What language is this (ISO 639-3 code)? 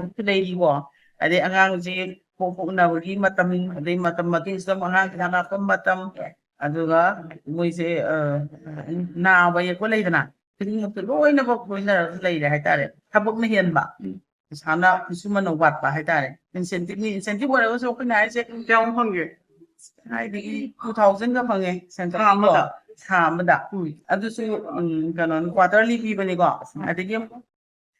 mni